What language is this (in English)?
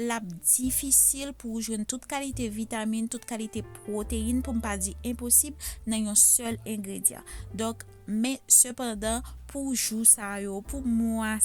Haitian Creole